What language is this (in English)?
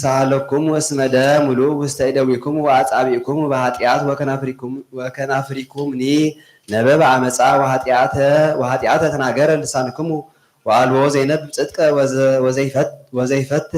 Geez